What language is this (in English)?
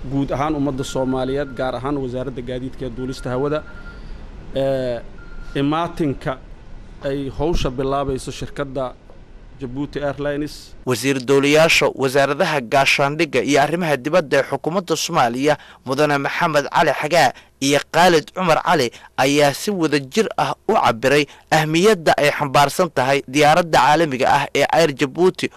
Somali